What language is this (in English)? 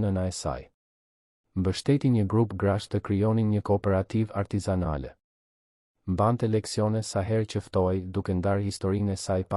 Albanian